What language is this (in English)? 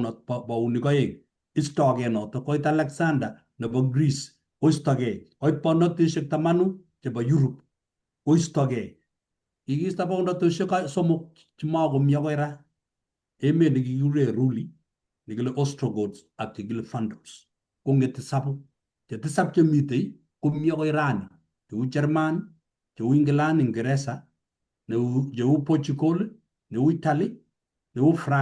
Kalenjin